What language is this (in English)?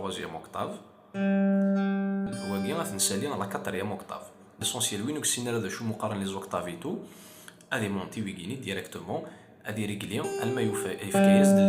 Kabyle